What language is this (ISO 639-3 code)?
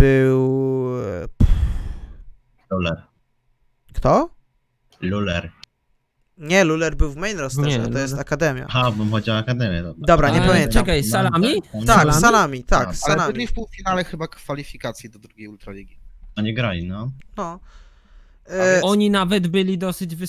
pol